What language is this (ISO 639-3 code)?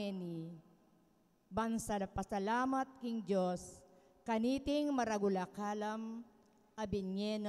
pam